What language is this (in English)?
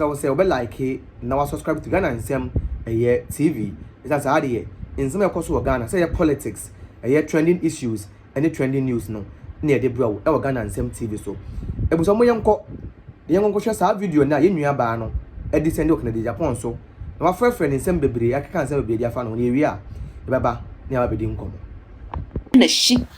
Akan